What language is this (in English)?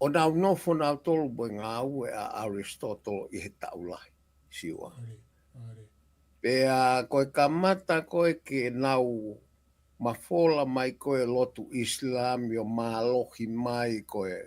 Tongan